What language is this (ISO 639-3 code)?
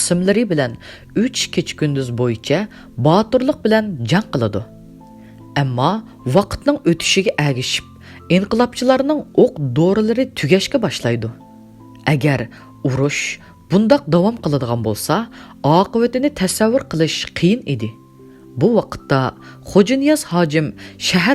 uig